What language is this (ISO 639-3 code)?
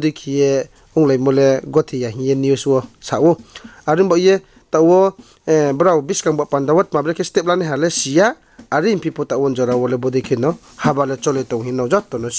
ria